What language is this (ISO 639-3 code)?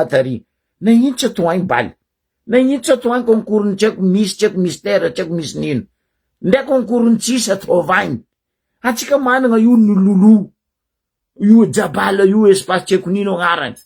mlg